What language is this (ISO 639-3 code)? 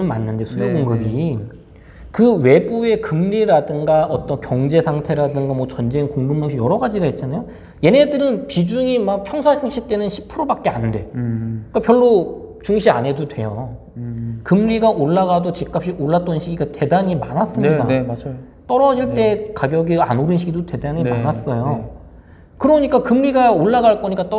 kor